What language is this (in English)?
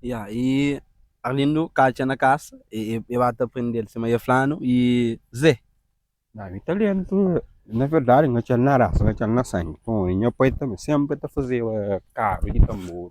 Kabuverdianu